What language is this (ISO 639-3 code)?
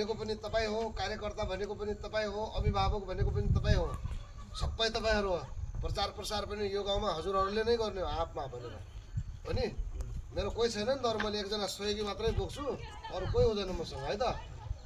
nep